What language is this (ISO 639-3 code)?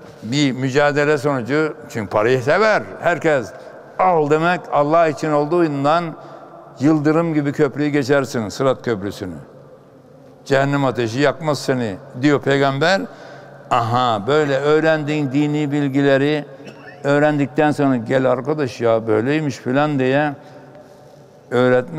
tur